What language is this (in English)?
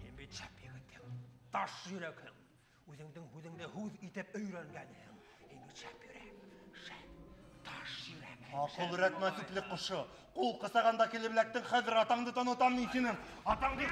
Bashkir